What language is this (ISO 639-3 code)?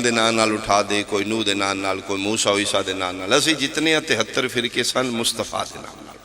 phr